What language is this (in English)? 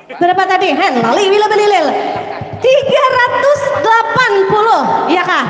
Banjar